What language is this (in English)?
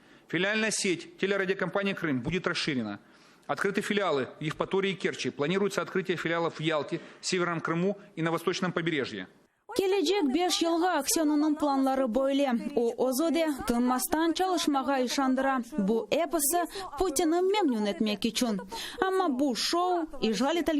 Crimean Tatar